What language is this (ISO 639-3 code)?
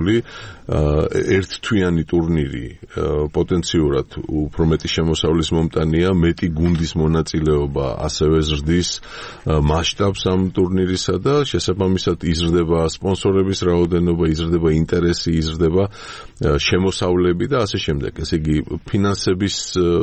kat